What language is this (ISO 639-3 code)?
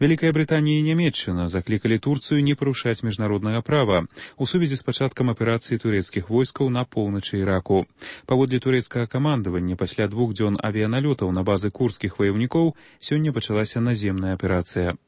bel